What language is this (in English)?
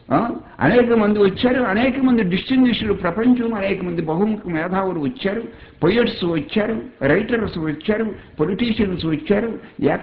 Telugu